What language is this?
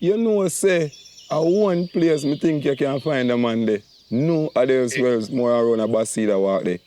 Jamaican Creole English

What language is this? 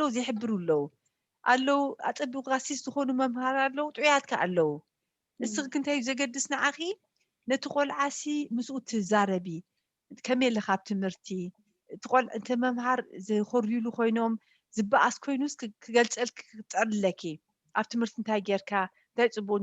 Tigrinya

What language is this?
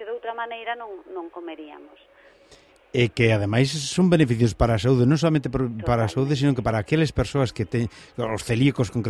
Galician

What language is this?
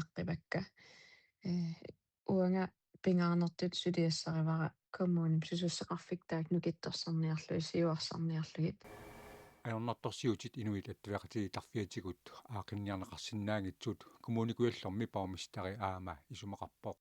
Kalaallisut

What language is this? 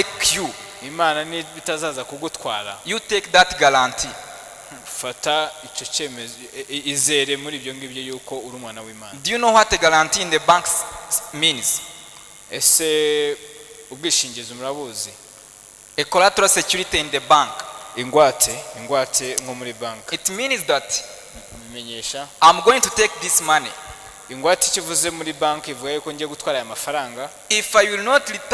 Kinyarwanda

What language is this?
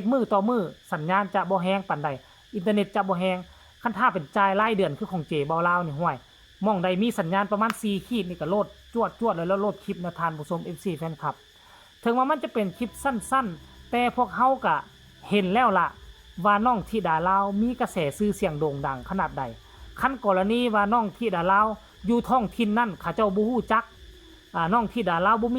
Lao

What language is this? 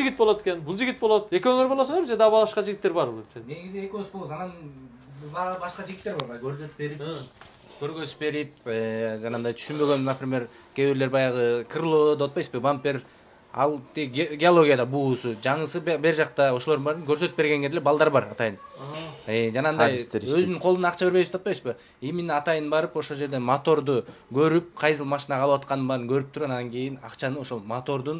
Kyrgyz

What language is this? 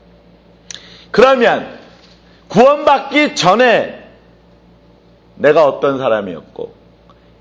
Korean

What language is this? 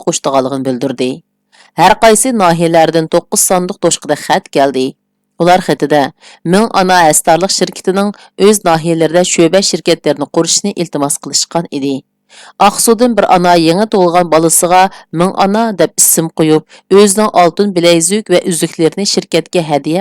Uyghur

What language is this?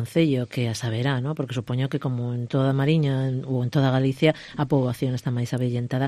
Galician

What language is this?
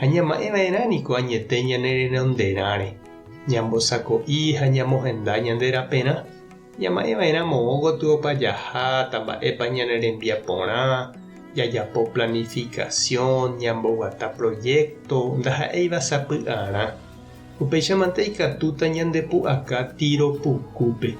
Guarani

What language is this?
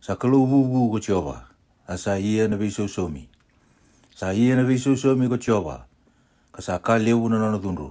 Fijian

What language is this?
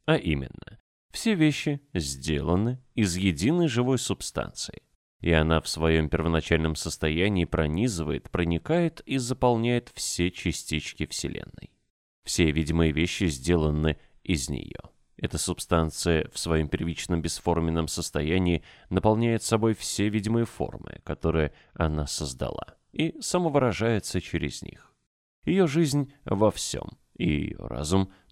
Russian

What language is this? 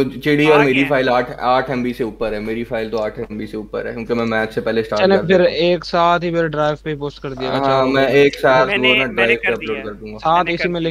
Hindi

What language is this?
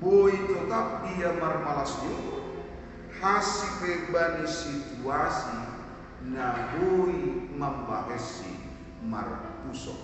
Batak Simalungun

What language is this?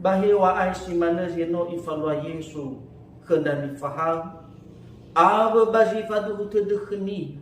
Nias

